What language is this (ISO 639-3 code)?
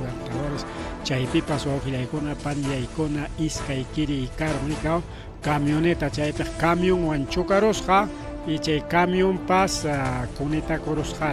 quy